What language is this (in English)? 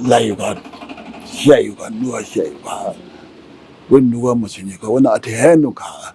Newari